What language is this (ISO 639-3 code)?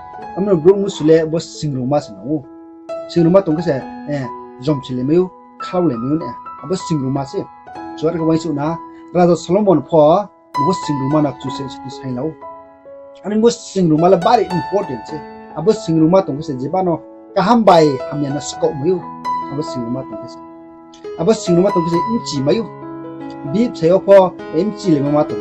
ria